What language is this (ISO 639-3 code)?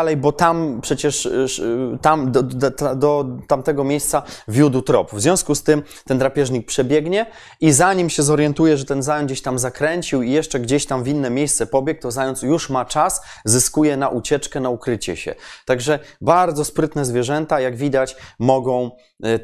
pol